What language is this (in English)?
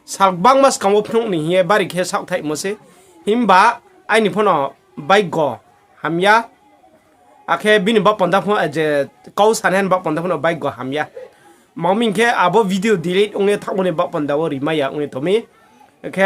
Riang (India)